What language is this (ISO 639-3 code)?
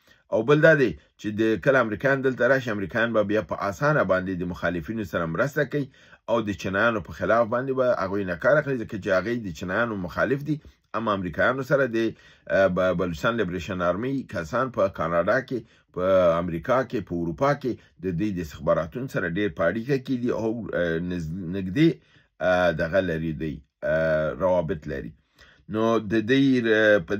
pus